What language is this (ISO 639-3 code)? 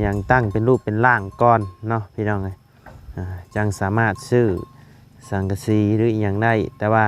lao